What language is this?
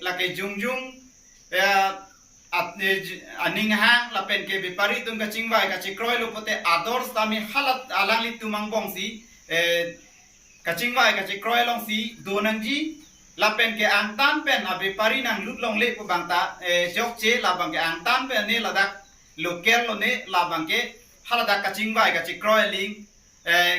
Karbi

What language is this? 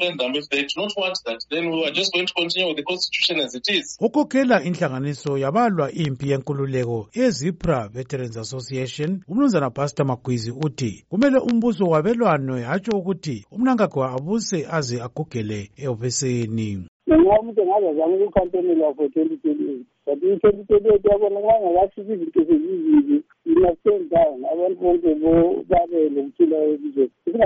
North Ndebele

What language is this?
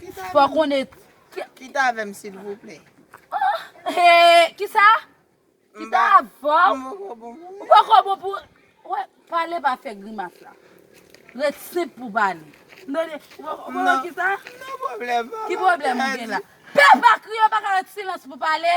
Haitian Creole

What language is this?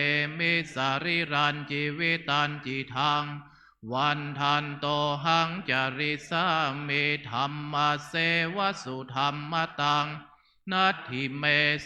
Pali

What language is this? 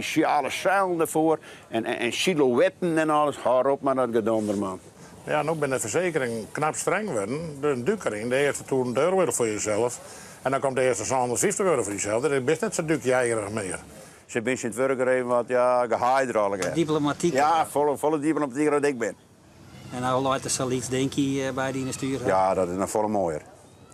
Western Frisian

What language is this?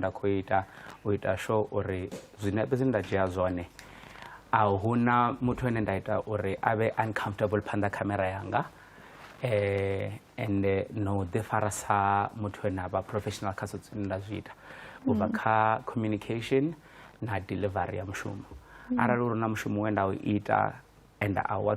Venda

